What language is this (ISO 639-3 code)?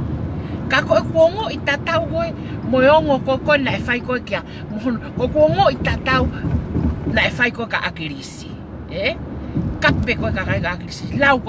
ton